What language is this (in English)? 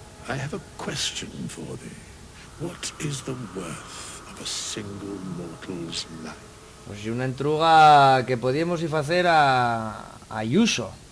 Asturian